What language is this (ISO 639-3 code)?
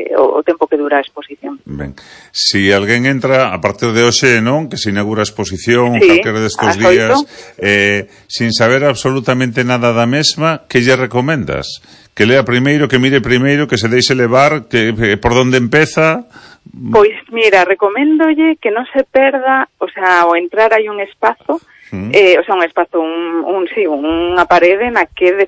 glg